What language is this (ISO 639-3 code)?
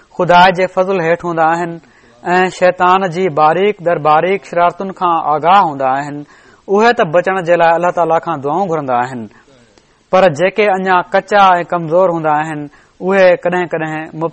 snd